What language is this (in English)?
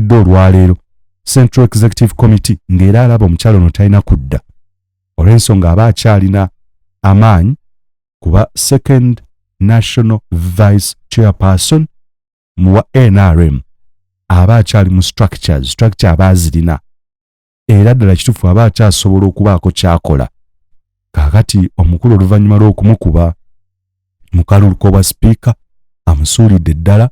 Ganda